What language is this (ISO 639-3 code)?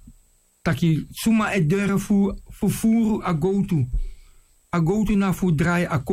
srn